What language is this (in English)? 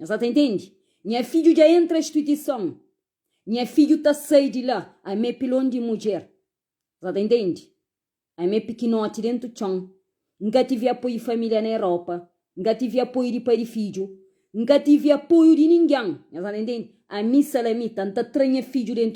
Kabuverdianu